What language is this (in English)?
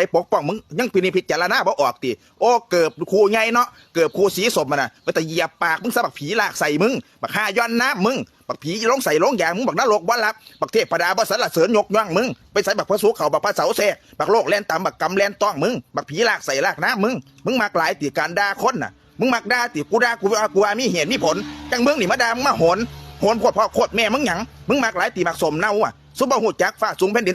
Northeastern Thai